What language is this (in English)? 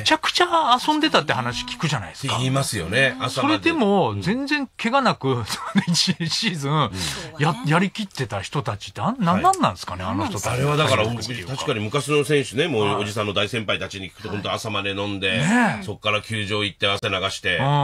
Japanese